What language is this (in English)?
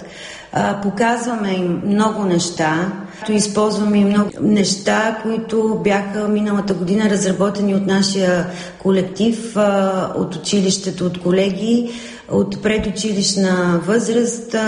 Bulgarian